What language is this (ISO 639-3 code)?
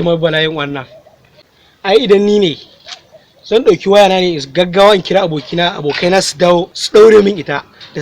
hau